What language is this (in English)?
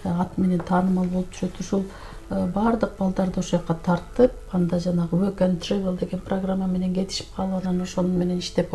Kyrgyz